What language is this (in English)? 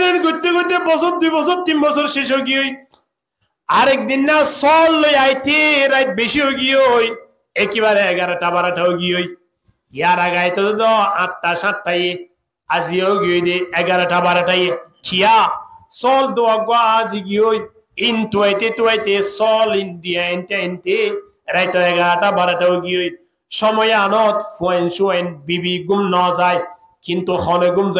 Rohingya